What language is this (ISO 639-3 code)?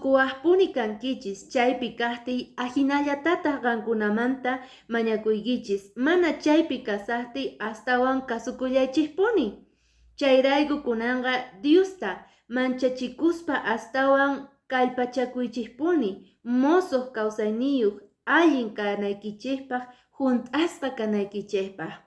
que